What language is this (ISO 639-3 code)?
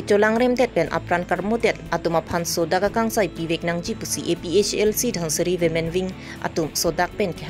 mjw